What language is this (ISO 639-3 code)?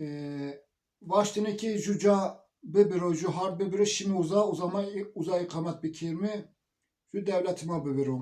zza